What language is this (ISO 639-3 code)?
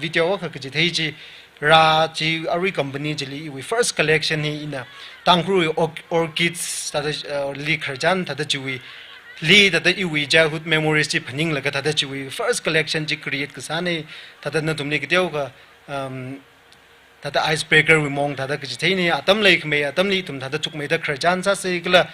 nmf